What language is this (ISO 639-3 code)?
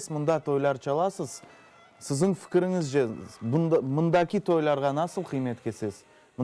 crh